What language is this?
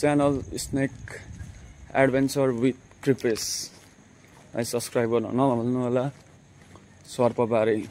Nepali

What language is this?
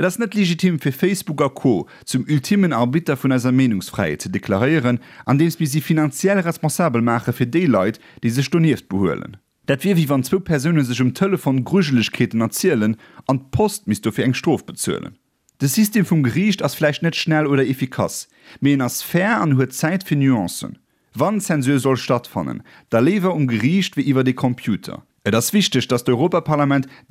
Luxembourgish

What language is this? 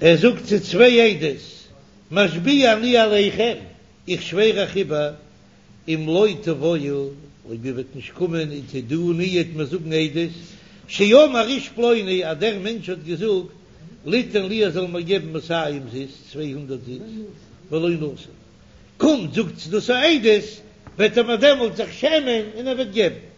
Yiddish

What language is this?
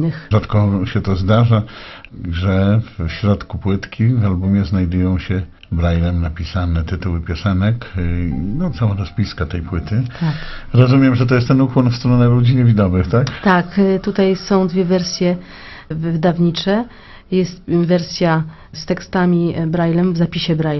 Polish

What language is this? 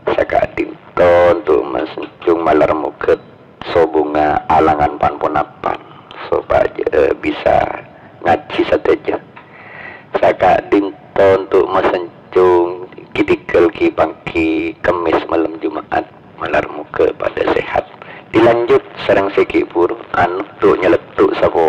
Madurese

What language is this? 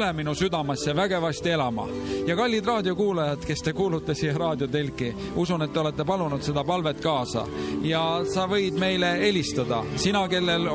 Estonian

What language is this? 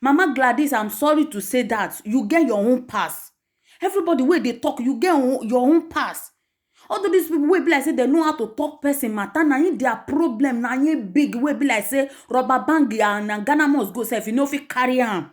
Nigerian Pidgin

